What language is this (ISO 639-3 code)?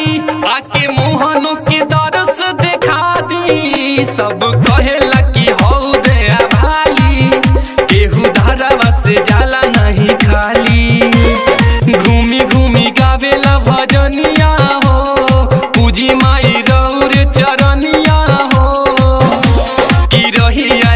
bho